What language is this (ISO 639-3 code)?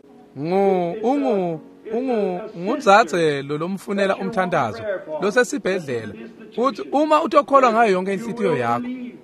ssw